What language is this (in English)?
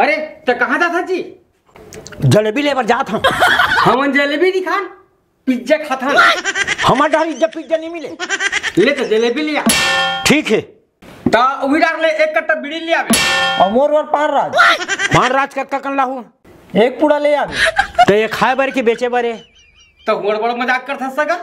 Chhattisgarhi